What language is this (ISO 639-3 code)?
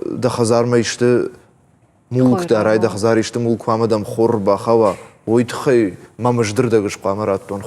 oss